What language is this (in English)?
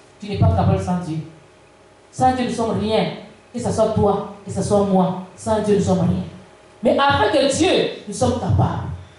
French